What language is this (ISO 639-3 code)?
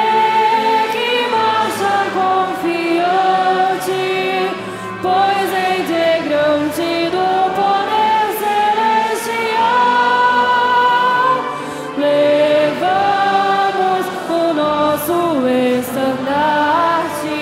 por